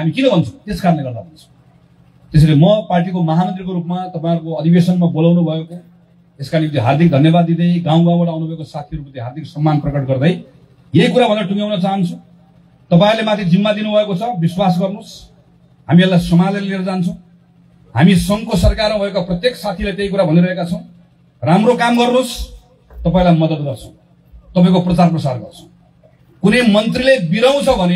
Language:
Nepali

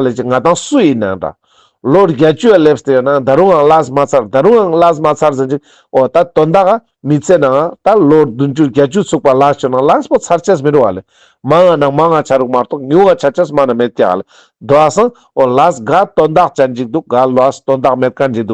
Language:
Ladakhi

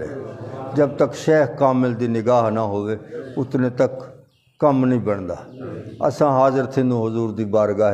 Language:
Saraiki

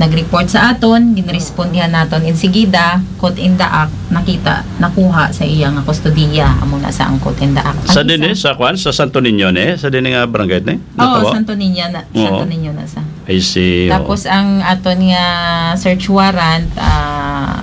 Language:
Hiligaynon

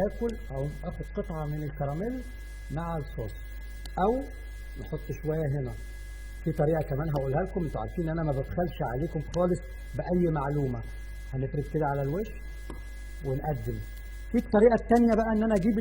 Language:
Egyptian Arabic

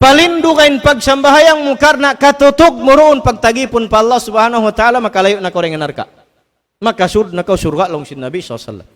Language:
Tausug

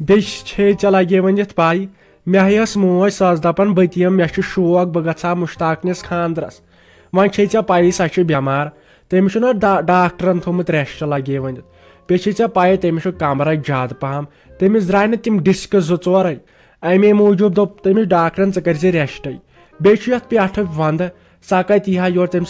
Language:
Kashmiri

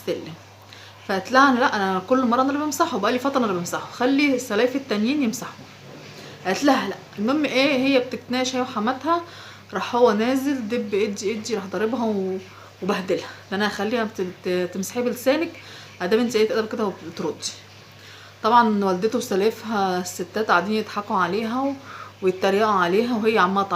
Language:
Egyptian Arabic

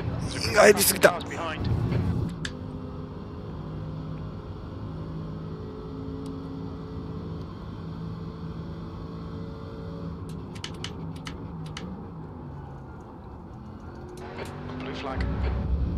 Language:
Japanese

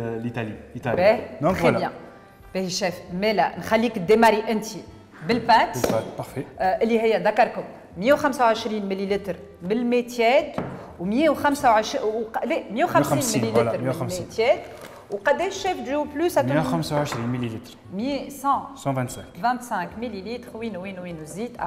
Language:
Tunisian Arabic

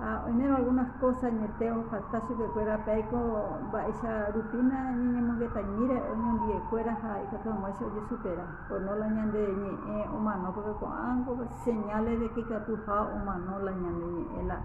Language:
Guarani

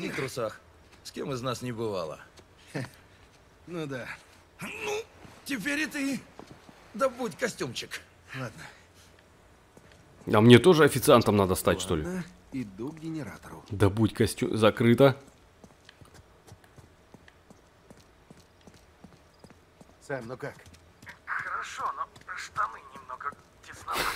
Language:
Russian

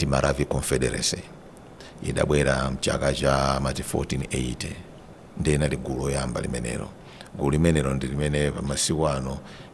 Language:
Nyanja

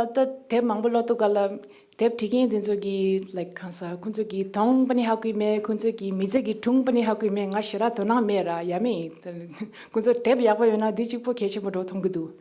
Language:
Tibetan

